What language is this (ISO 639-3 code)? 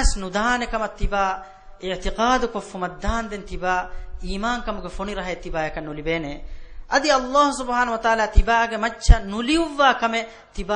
div